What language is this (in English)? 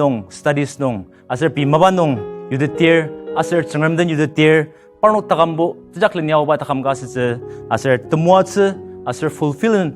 Ao Naga